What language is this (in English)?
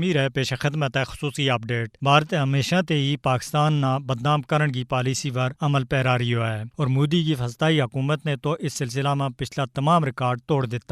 Gujari